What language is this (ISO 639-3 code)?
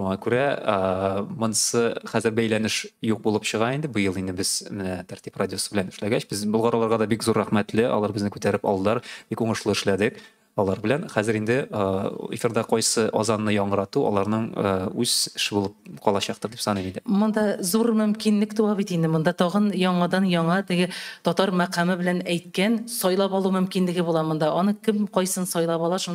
tat